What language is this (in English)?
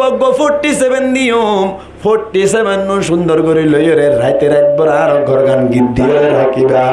Rohingya